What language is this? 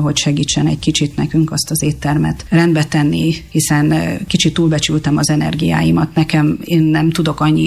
Hungarian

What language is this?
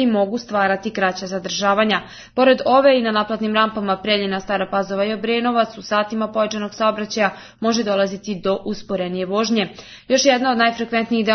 Serbian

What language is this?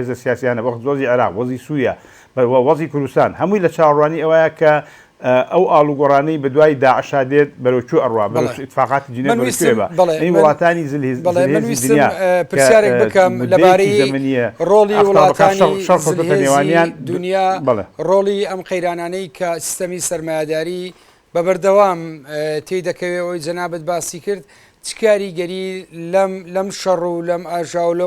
Central Kurdish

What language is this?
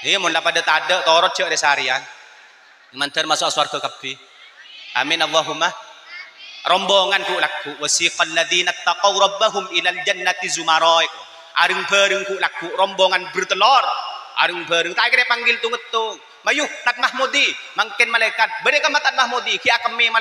Madurese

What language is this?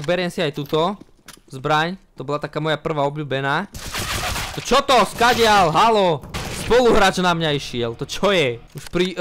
Slovak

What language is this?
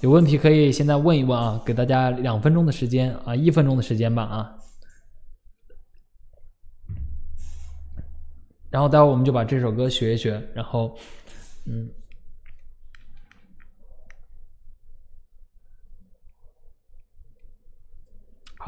Chinese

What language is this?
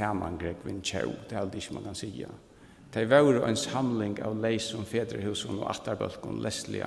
Faroese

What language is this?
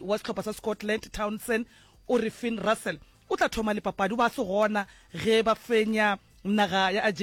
Northern Sotho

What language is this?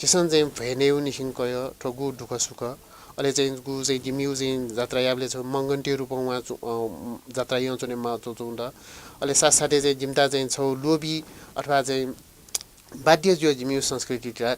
Newari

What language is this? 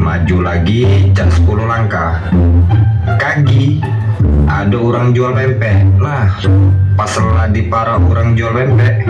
Musi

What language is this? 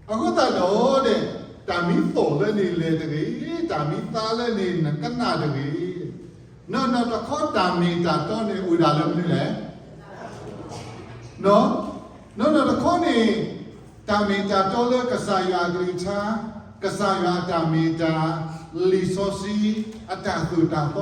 S'gaw Karen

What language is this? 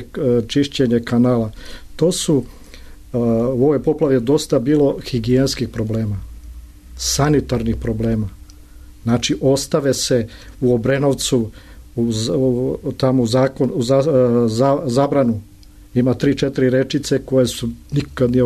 Serbian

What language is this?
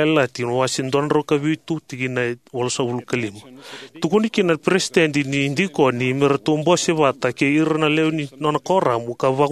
Fijian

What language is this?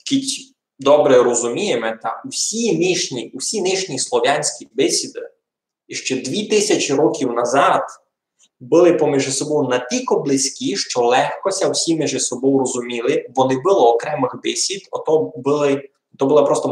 Rusyn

